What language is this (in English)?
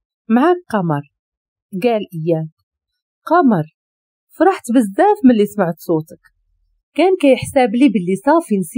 Moroccan Arabic